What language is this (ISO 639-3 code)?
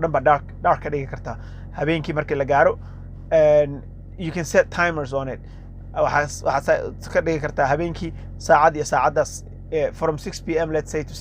som